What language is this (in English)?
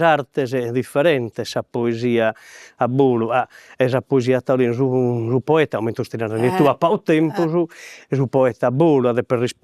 Sardinian